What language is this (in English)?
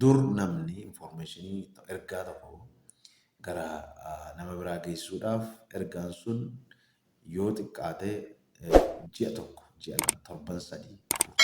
Oromo